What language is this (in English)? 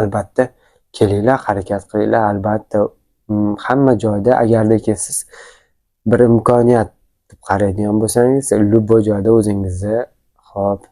Uzbek